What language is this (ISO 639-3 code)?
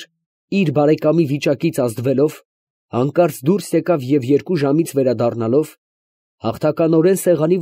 hye